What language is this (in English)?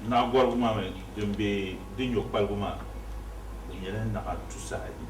Dagbani